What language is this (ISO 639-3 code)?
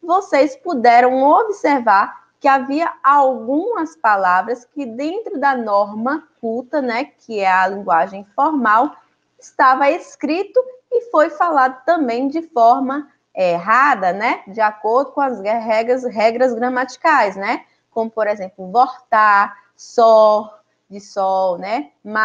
por